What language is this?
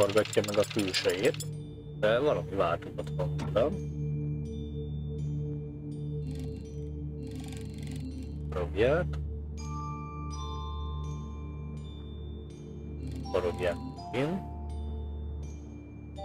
Hungarian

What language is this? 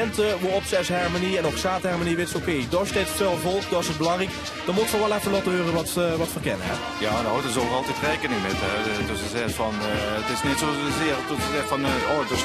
Limburgish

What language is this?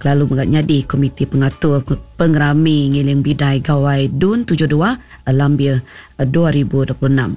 Iban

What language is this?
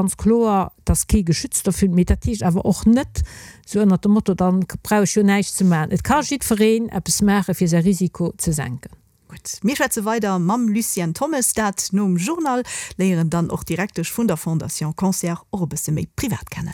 Luxembourgish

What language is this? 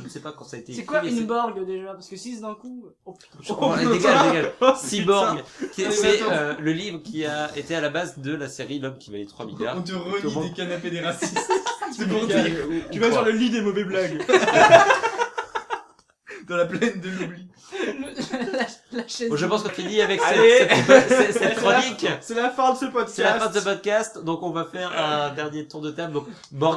French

